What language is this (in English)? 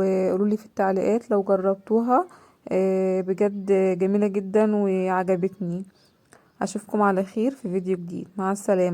Egyptian Arabic